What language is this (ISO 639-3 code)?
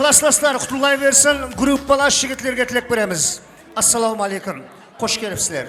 kaa